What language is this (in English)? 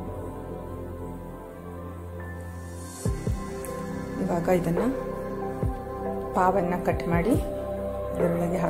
Kannada